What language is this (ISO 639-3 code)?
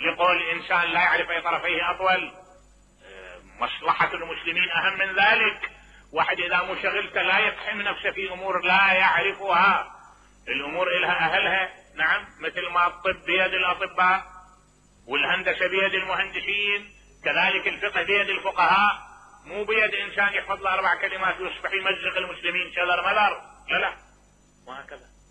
acm